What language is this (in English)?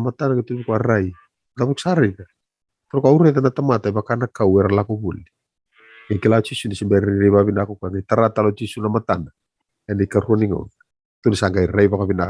Fijian